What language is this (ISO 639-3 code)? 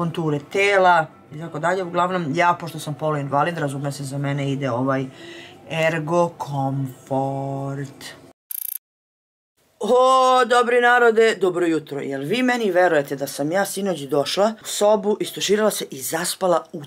srp